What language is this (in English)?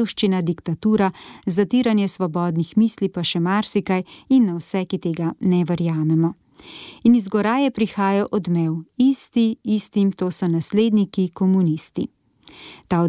Slovenian